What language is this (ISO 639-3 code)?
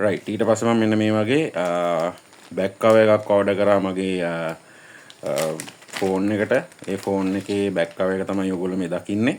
sin